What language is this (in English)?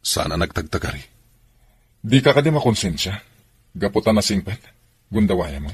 Iloko